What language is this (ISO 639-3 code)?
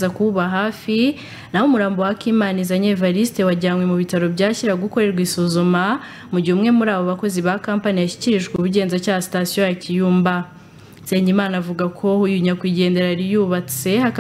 kin